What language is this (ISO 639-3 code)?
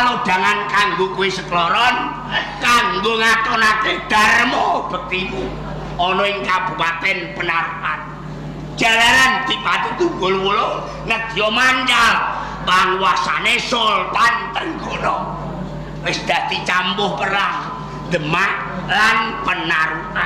jav